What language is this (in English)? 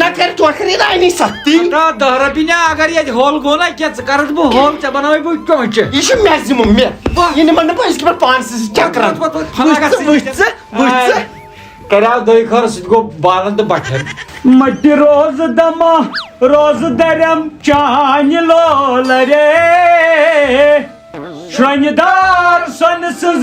Kashmiri